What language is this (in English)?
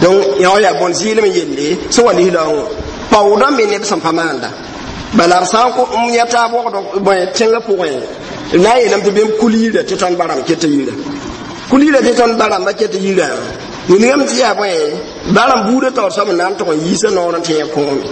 Mossi